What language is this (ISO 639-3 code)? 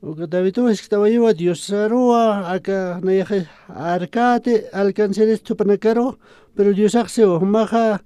aym